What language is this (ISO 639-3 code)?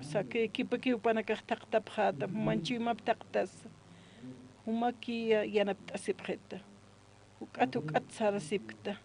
aym